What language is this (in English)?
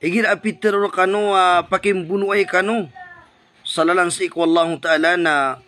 Maranao